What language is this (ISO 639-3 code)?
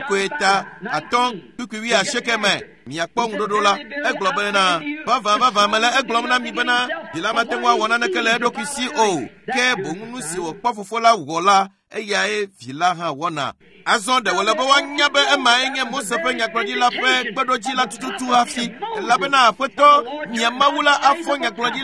ewe